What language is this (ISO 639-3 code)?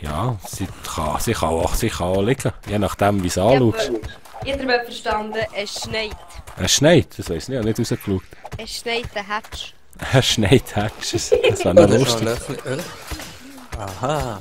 gsw